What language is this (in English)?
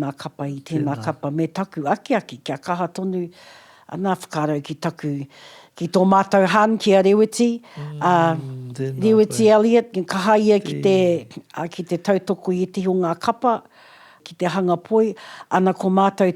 Māori